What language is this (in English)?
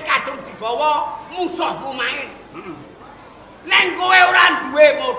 Javanese